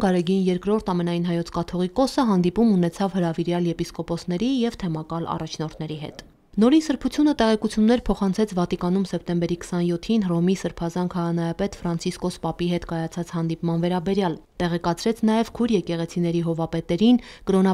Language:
Armenian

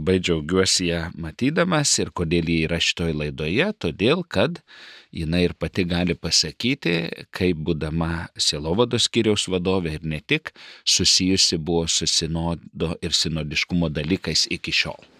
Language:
Lithuanian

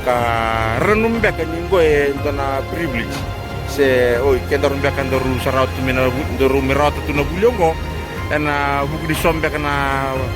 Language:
Fijian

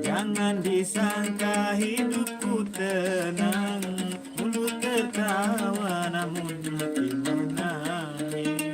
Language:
Sasak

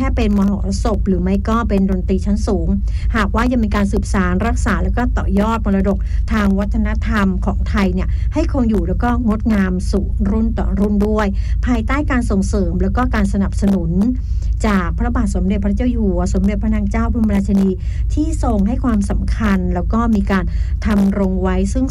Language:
Thai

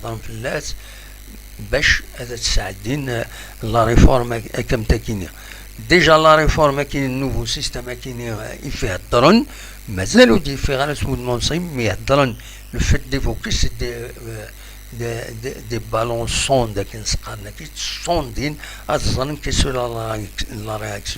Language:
Kabyle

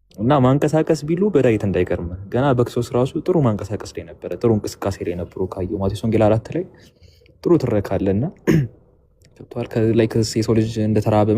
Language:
Amharic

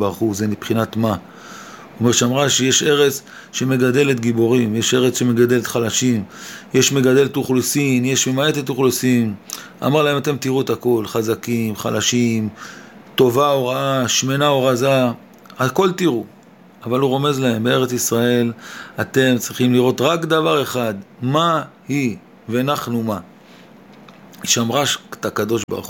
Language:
Hebrew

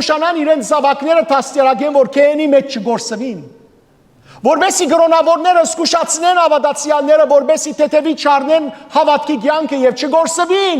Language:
Western Armenian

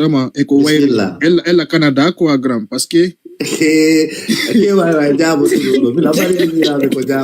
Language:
Fula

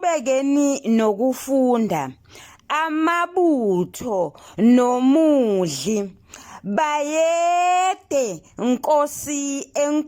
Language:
Zulu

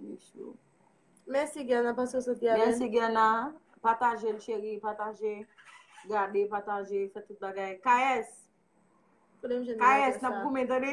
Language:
Haitian Creole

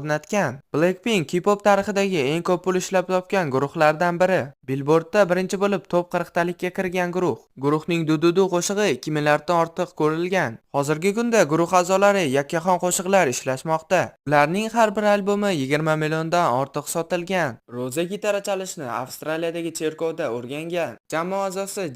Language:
Uzbek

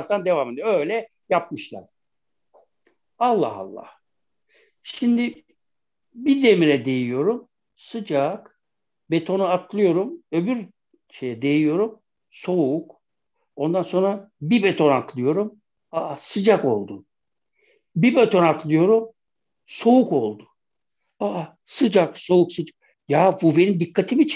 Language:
Turkish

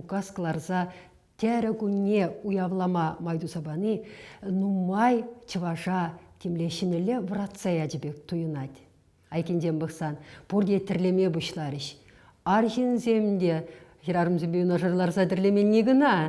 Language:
Chuvash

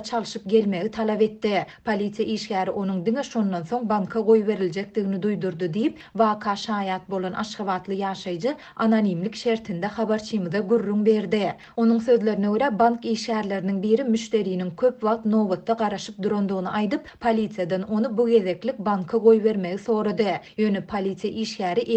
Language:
Turkmen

